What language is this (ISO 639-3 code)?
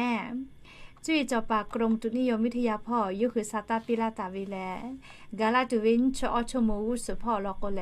lhu